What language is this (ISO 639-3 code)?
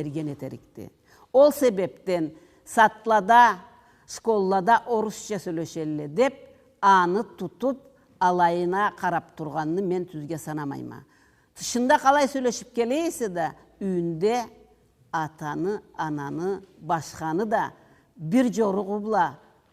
krc